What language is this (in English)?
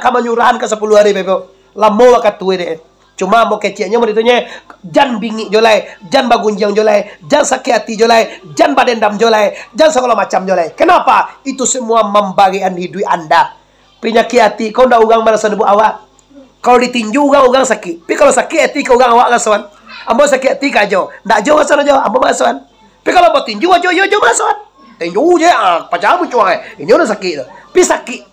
Minangkabau